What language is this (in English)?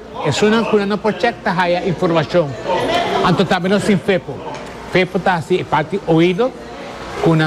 Papiamento